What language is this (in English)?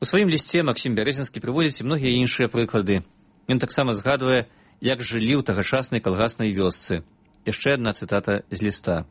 Belarusian